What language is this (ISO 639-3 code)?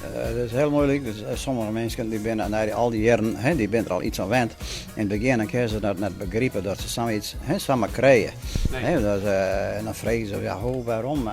fry